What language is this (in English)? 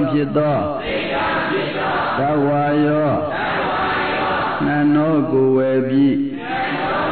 Burmese